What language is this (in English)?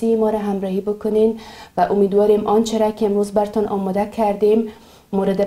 Persian